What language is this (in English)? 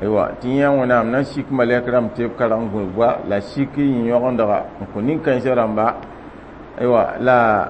Mossi